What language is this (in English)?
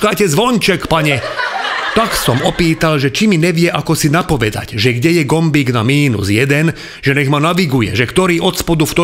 Slovak